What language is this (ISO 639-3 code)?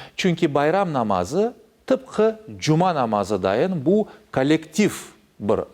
crh